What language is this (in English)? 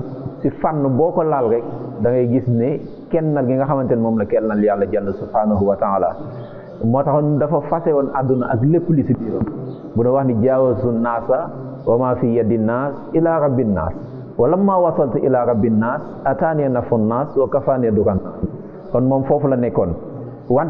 Wolof